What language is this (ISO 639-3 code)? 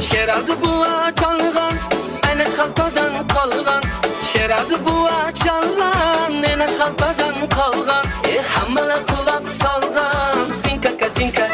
kaa